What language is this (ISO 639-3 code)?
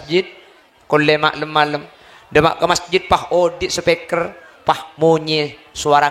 mad